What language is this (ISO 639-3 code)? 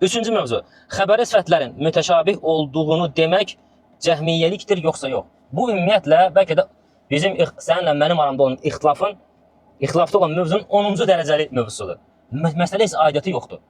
aze